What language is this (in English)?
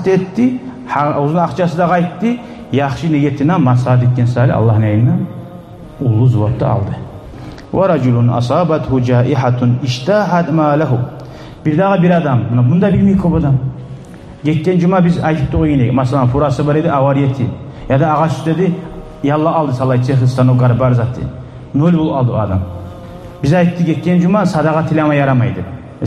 Kumyk